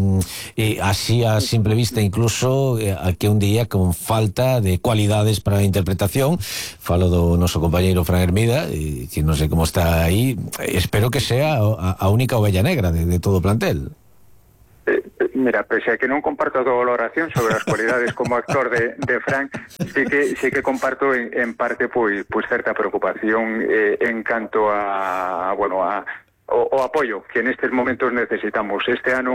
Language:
Galician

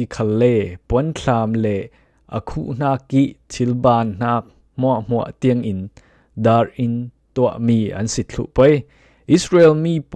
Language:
Falam Chin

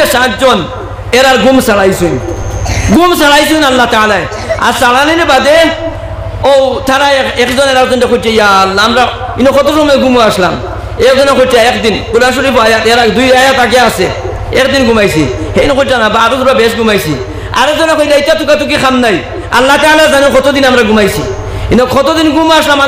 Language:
Sylheti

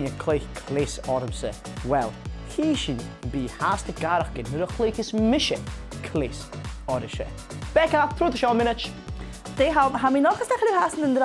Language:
Scottish Gaelic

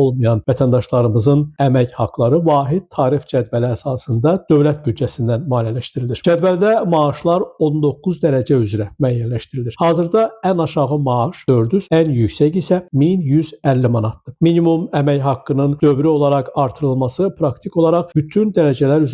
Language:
Azerbaijani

